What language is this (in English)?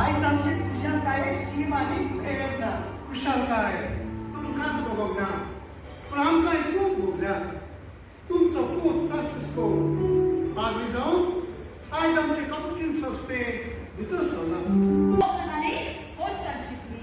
Konkani